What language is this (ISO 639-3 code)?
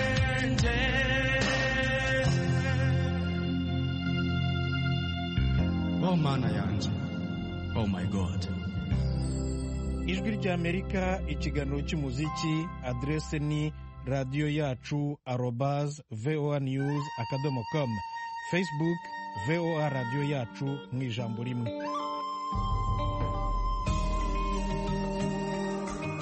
kin